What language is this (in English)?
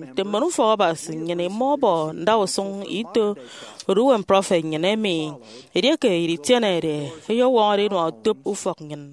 Efik